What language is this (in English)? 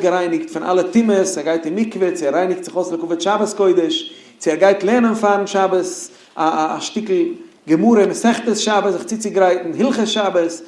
Yiddish